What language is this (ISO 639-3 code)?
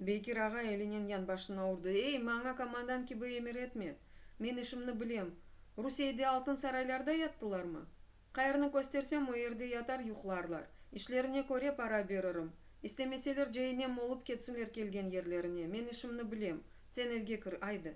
crh